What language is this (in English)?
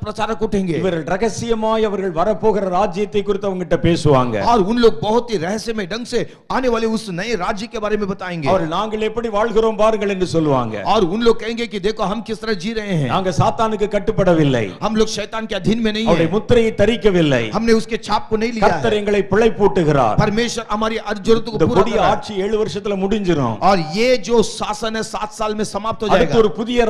Tamil